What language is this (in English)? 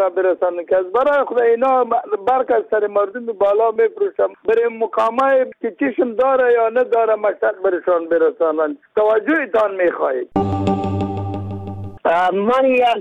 Persian